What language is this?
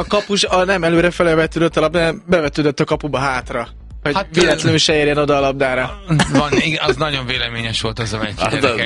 Hungarian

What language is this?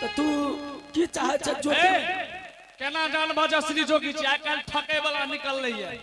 Angika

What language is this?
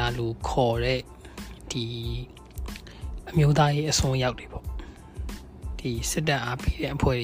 Burmese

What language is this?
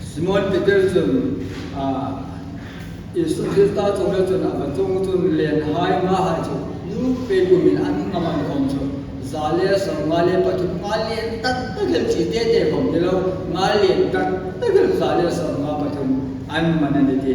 Hmar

